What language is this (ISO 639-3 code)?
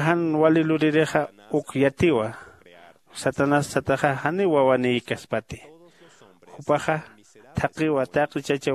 aym